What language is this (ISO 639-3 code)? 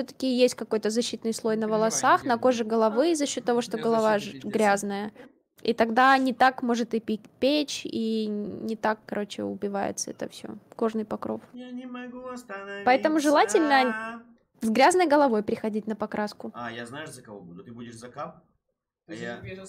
rus